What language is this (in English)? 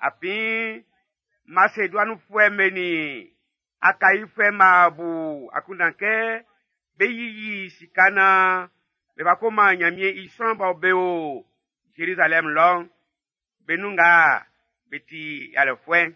Baoulé